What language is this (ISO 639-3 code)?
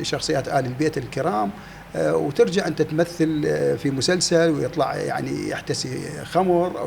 acm